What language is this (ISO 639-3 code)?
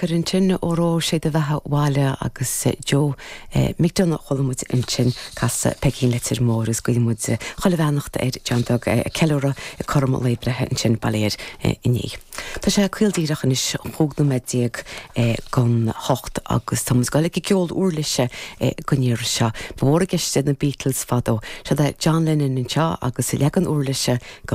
gle